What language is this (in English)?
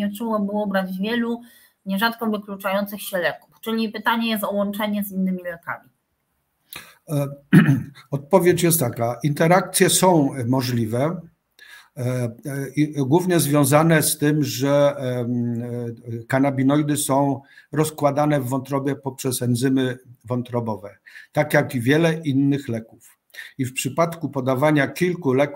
Polish